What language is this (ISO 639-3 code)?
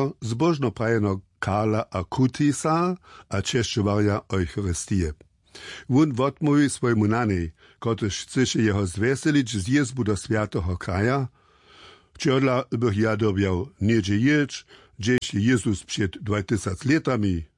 hsb